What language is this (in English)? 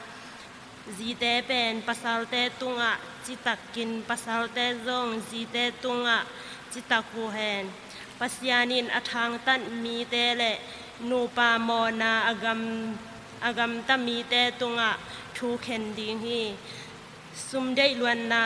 Tedim Chin